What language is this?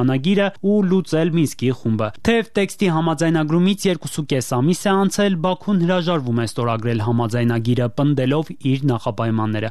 Armenian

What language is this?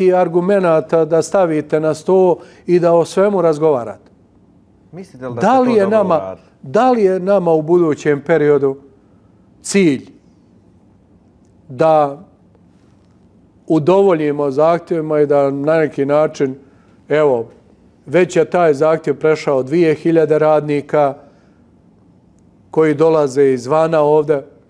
Bosnian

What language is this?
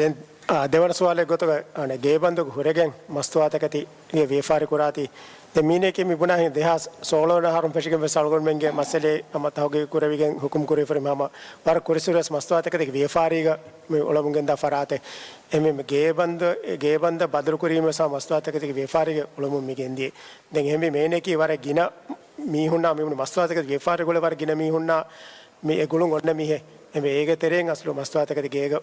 Divehi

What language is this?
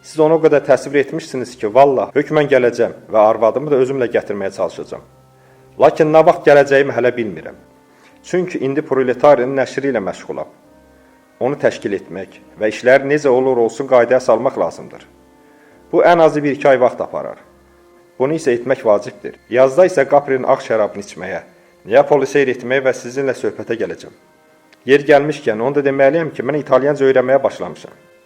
Azerbaijani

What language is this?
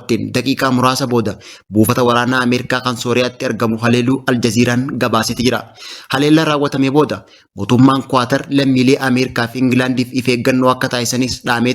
Oromo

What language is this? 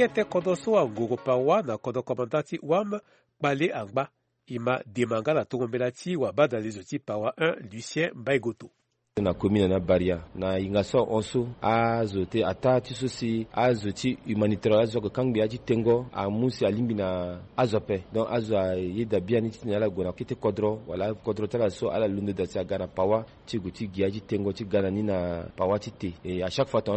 Sango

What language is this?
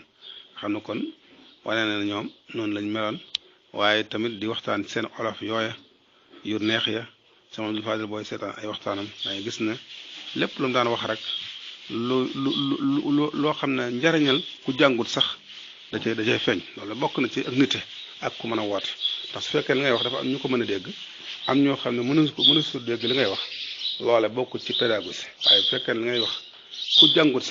Wolof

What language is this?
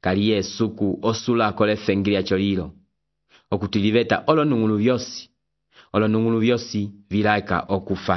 Umbundu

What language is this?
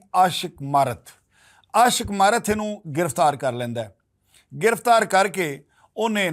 Western Panjabi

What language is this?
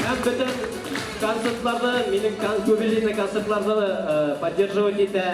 Bashkir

